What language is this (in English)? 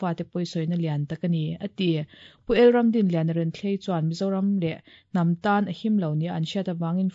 Mizo